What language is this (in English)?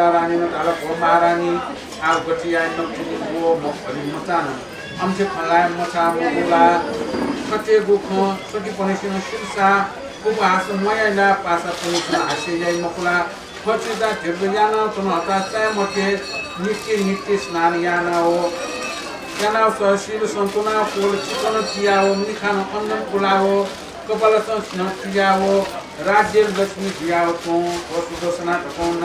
Newari